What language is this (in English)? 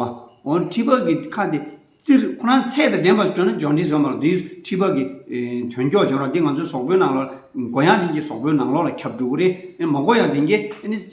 Tibetan